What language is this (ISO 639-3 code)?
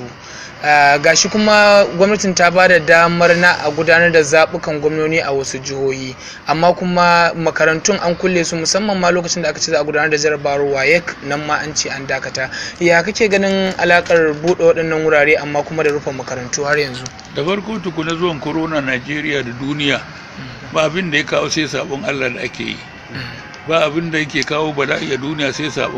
hau